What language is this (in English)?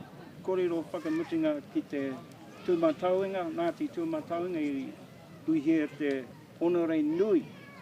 Māori